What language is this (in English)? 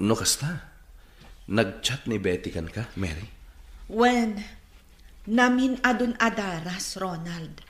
Iloko